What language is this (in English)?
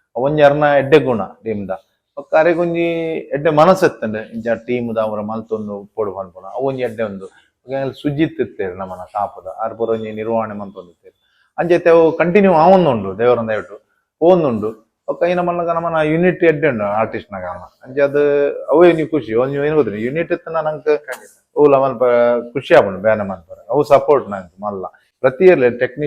Tulu